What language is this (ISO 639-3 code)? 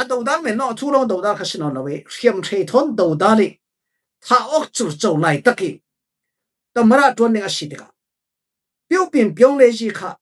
cfm